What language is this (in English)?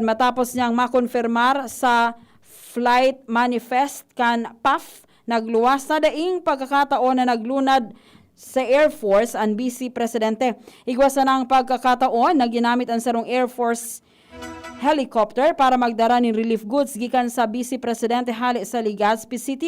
Bikol